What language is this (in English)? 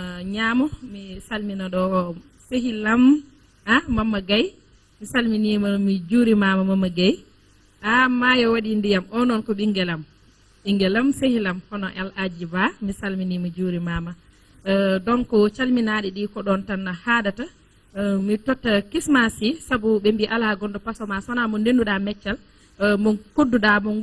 Fula